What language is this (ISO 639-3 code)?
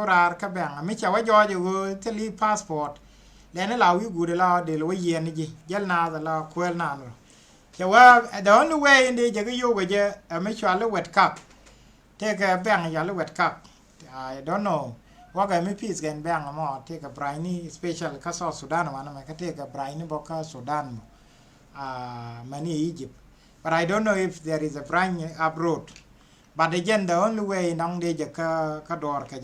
nus